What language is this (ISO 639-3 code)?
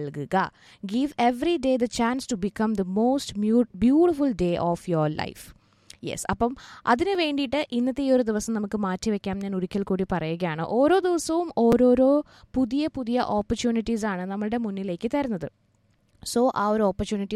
mal